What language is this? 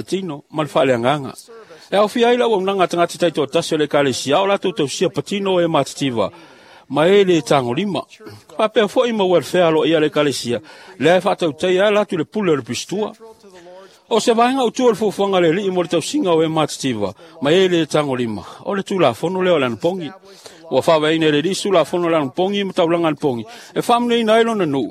Samoan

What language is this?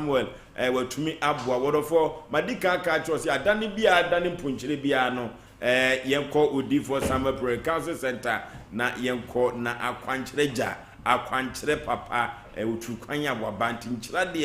Akan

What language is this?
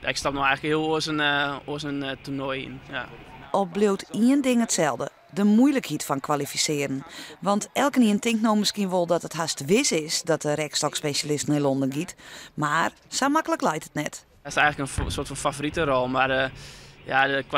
Western Frisian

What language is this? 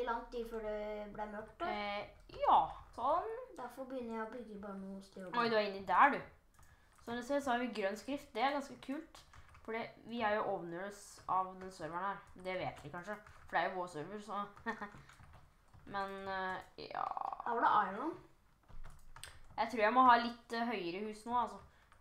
Norwegian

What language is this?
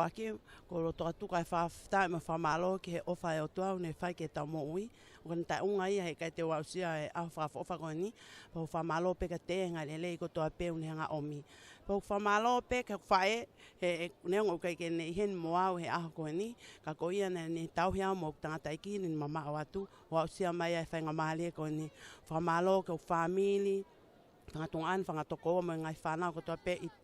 Tongan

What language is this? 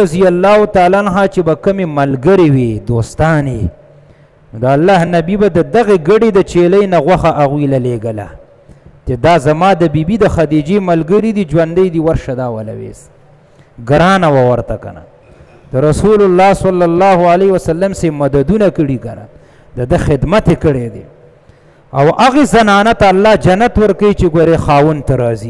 Pashto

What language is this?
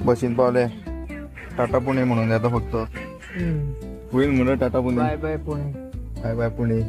Konkani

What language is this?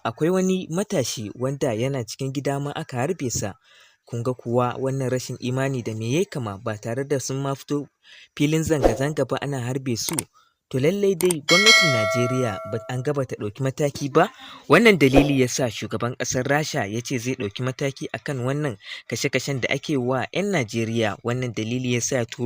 Hausa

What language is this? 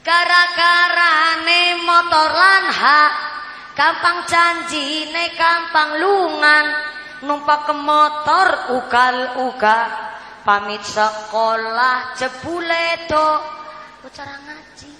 Javanese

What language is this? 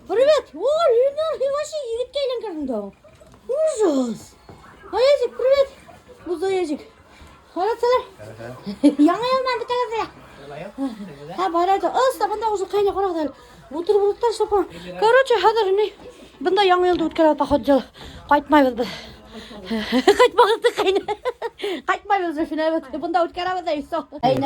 Bashkir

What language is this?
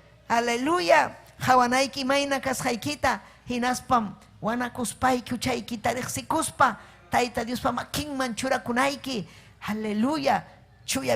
Ayacucho Quechua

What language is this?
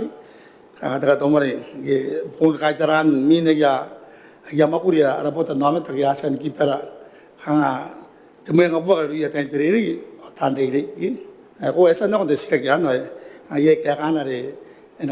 Gilbertese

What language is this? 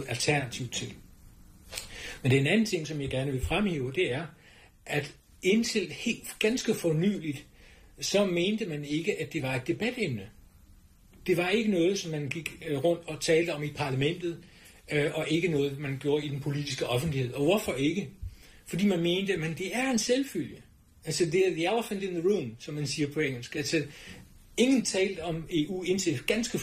Danish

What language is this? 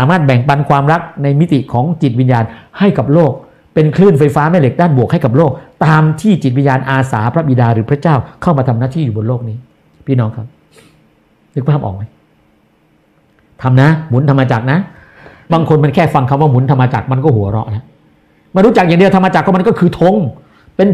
Thai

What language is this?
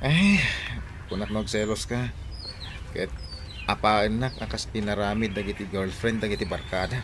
Iloko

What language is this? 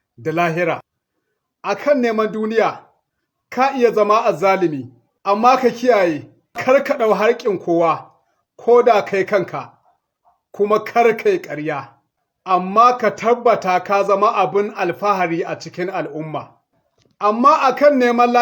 Hausa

